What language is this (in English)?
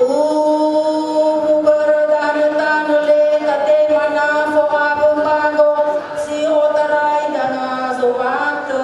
Nias